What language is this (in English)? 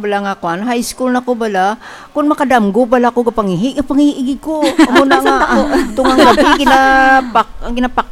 Hiligaynon